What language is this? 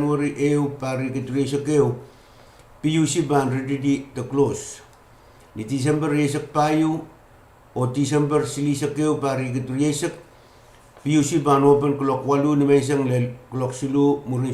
Pohnpeian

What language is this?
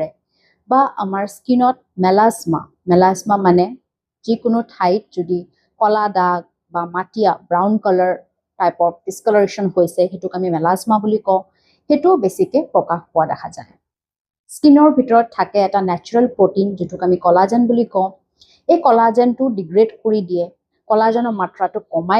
Assamese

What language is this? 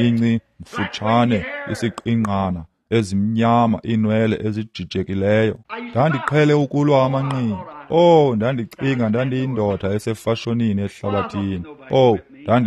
Xhosa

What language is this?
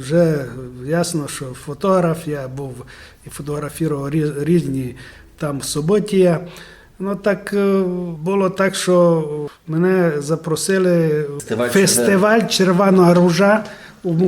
Rusyn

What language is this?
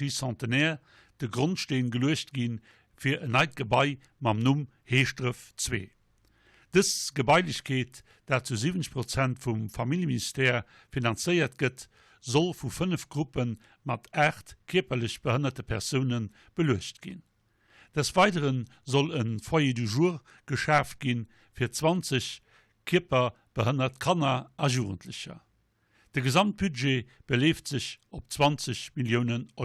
Luxembourgish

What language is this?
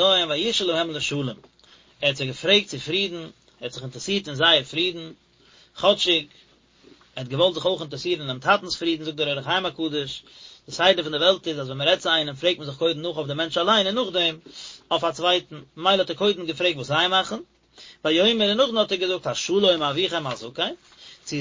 Yiddish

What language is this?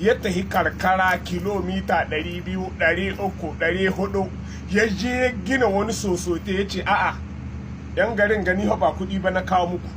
Hausa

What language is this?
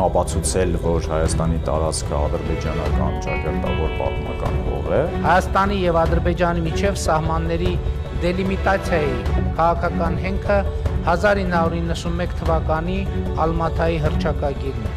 Armenian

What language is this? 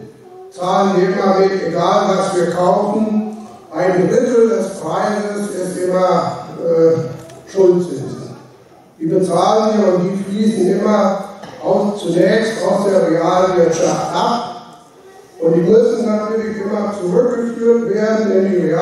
German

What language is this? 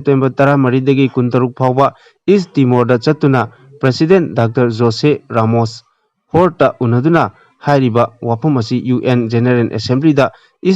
Manipuri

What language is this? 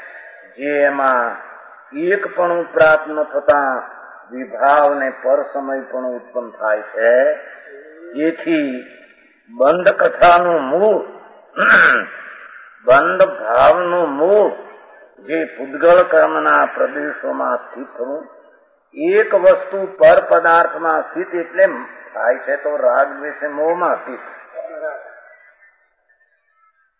Gujarati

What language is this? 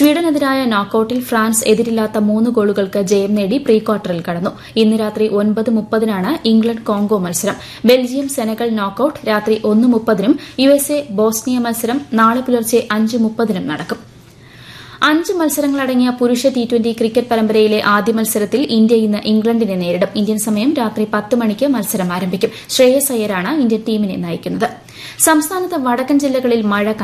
Malayalam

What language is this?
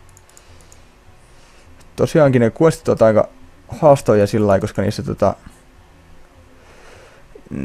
Finnish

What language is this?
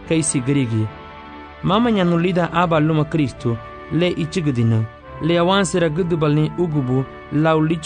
Garifuna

